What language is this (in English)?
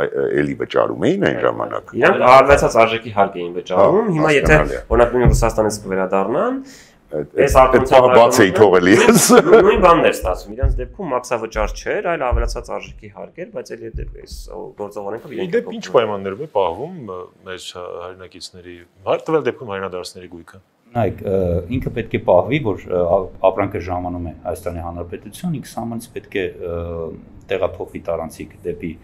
Armenian